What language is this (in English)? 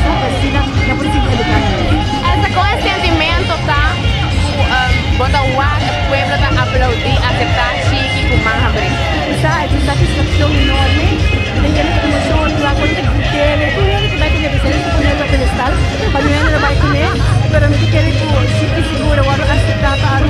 Papiamento